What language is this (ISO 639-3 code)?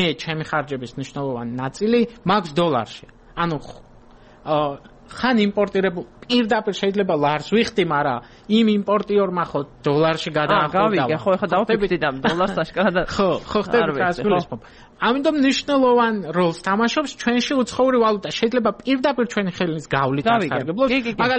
kat